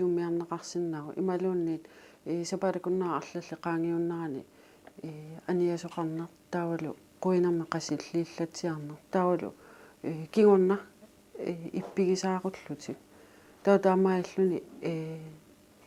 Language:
Kalaallisut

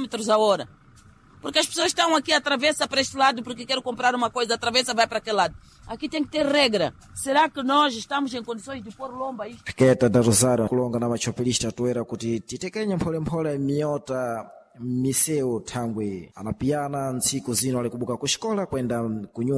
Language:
Sena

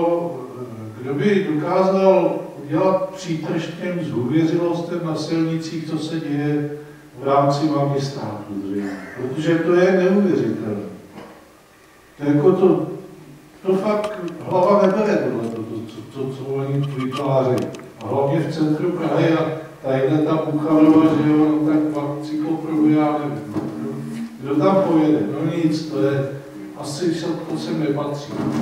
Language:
Czech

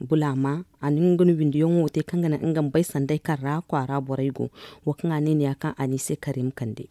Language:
Zarma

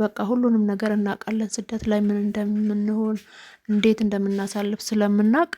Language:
Amharic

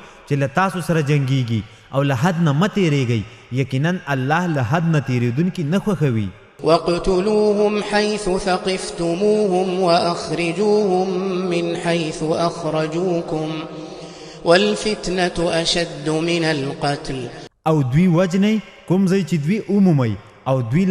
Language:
Pashto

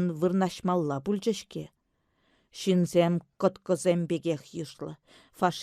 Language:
Chuvash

